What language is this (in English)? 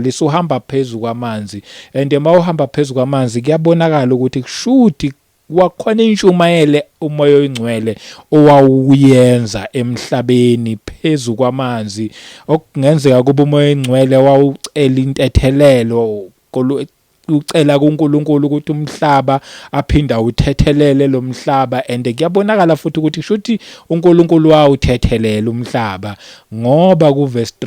Zulu